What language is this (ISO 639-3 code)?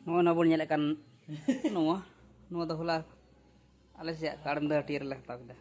sat